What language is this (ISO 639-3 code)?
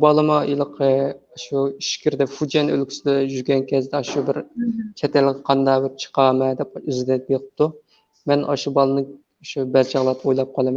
uig